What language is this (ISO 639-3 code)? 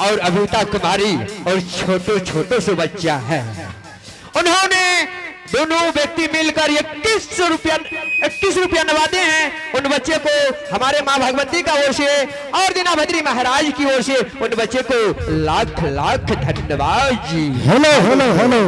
anp